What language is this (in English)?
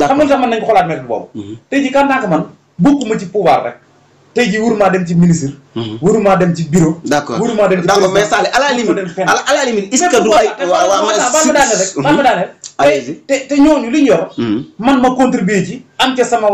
Wolof